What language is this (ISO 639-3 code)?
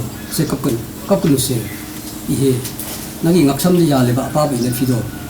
mni